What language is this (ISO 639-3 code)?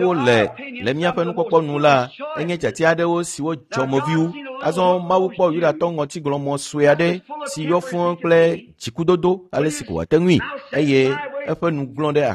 ewe